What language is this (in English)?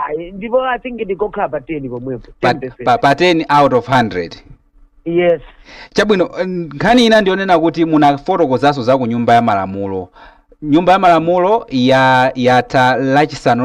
Nyanja